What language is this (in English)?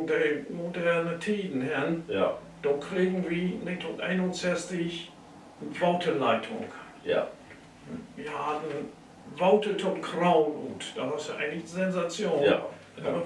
Low German